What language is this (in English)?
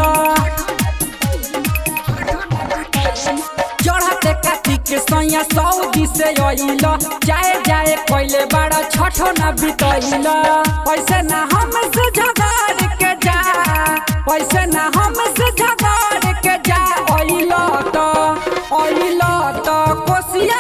Bhojpuri